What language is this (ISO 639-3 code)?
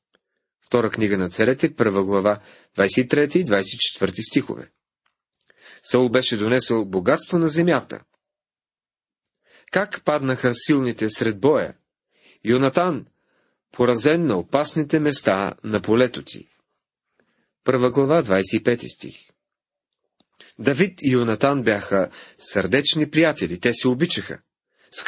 bul